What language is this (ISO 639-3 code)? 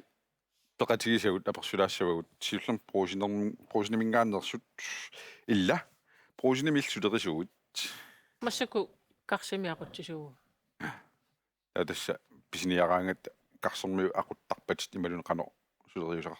kal